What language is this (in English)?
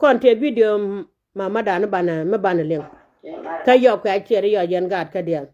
Nuer